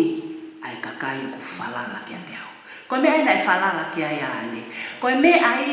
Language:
Tongan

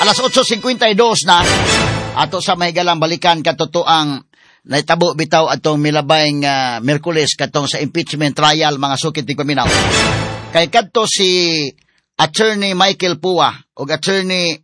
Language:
Cebuano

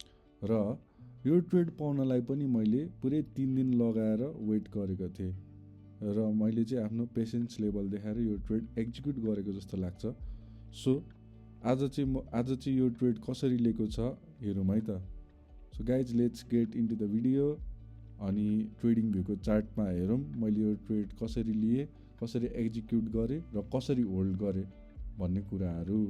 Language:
Nepali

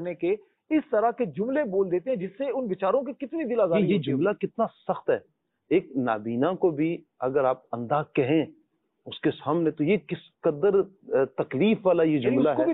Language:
Urdu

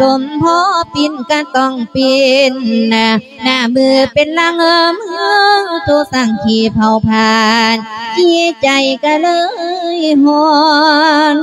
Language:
Lao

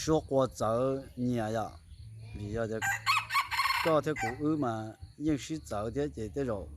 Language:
Hmong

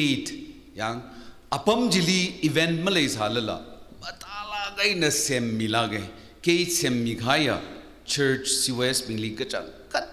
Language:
Tangkhul Naga (India)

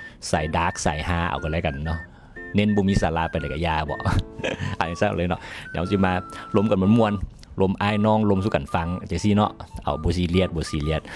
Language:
Lao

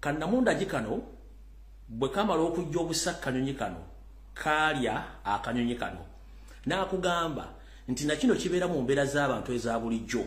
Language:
Ganda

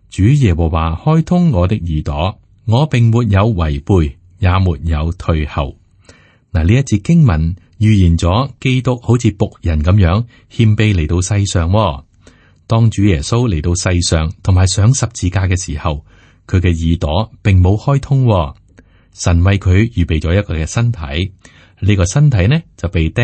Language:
Cantonese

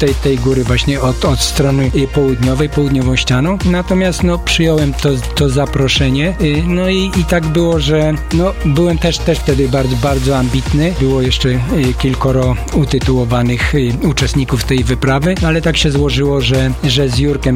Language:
Polish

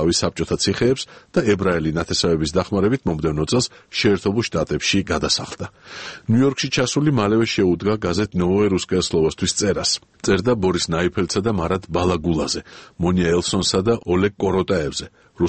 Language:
Georgian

